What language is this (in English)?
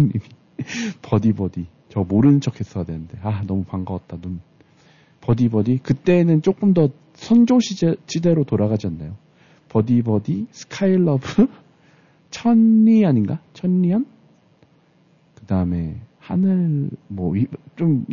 Korean